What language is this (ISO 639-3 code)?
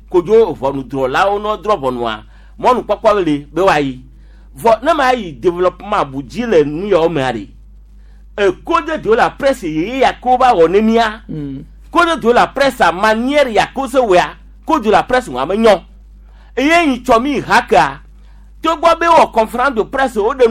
gej